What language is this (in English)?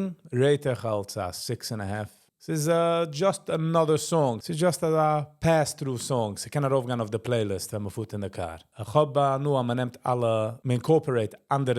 Yiddish